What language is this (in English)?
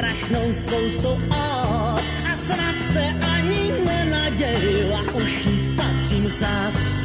Czech